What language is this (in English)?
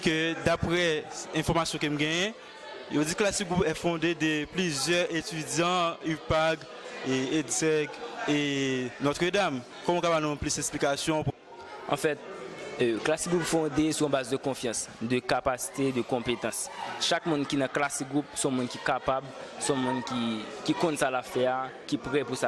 Haitian Creole